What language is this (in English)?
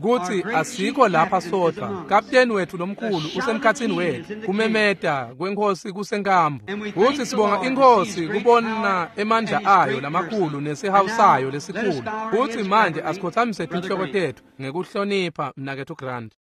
Swati